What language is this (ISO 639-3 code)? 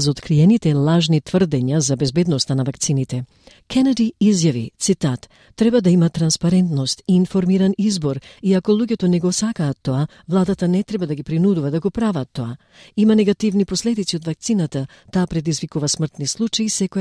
mkd